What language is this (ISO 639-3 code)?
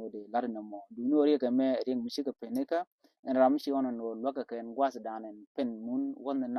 nus